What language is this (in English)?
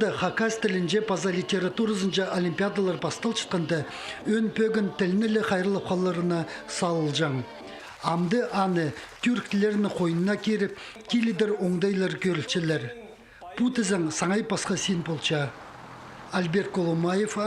Khakas